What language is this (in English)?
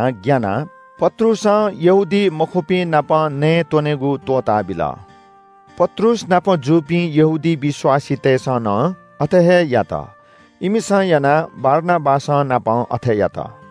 Newari